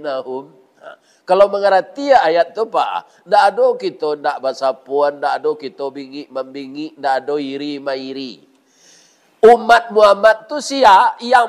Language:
Minangkabau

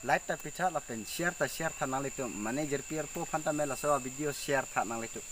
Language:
Karbi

